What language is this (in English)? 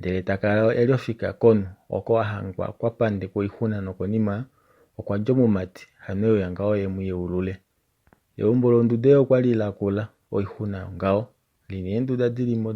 Kuanyama